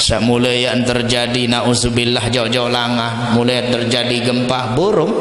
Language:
Sasak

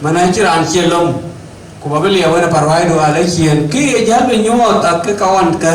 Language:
Dinka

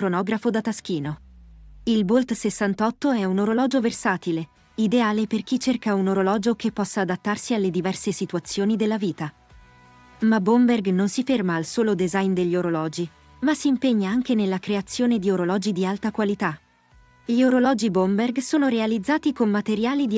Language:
Italian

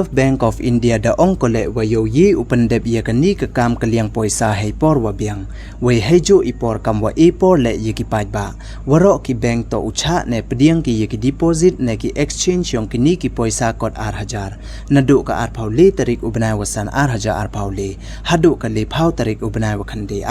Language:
Pnar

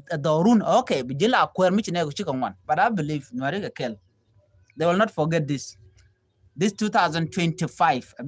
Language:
Nuer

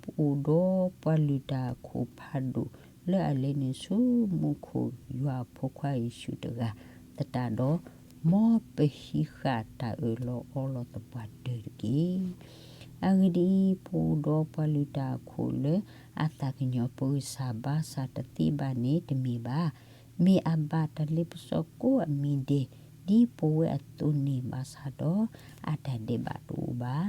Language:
S'gaw Karen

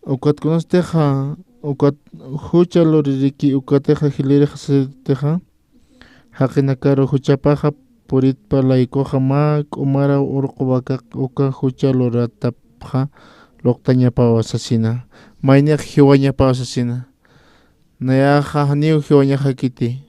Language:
Aymara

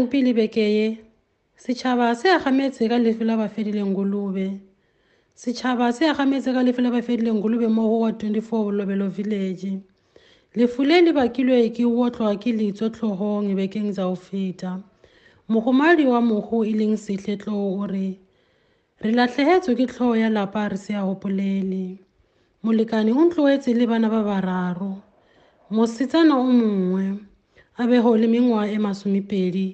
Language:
Tswana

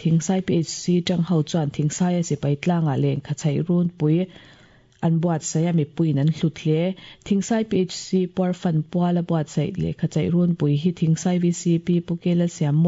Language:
Mizo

